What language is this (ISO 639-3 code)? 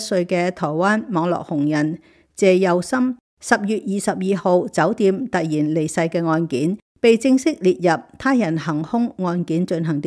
yue